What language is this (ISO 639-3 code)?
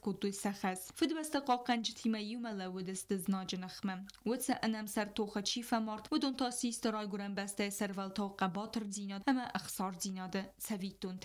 oss